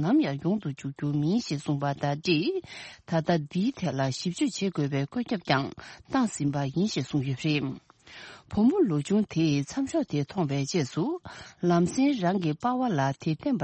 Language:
Tibetan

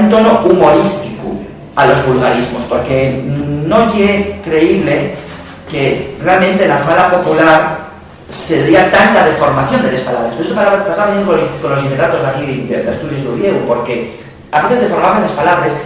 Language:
Asturian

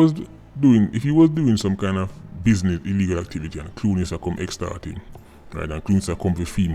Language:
Jamaican Creole English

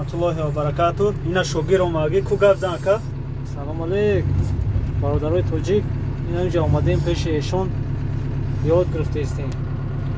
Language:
Tajik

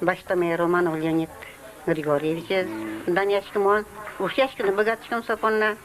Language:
Udmurt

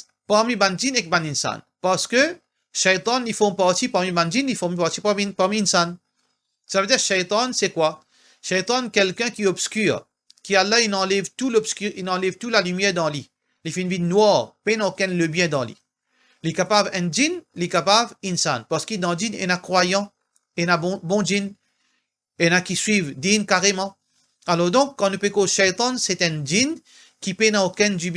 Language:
Morisyen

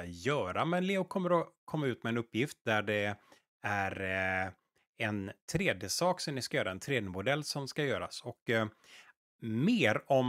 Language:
Swedish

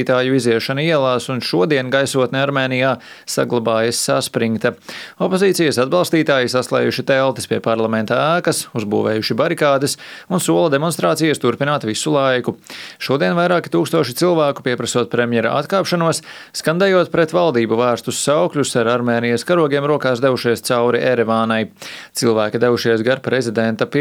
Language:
Latvian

